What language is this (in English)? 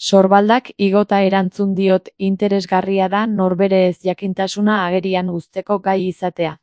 Basque